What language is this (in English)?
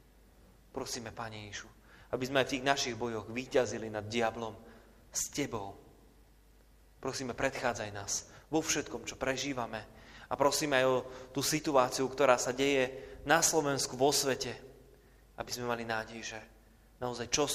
Slovak